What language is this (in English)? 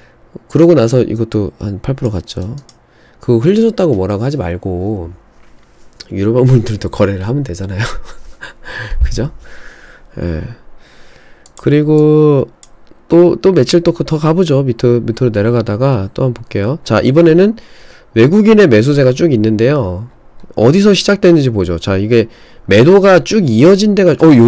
Korean